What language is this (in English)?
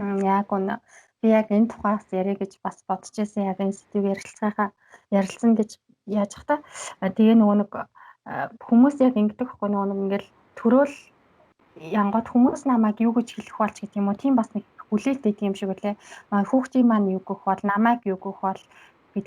Mongolian